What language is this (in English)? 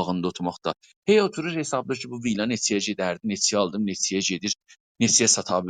South Azerbaijani